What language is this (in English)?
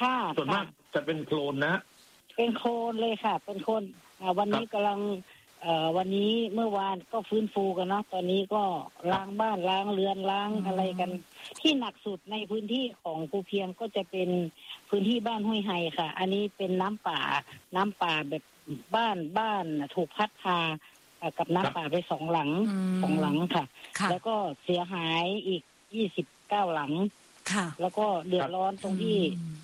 Thai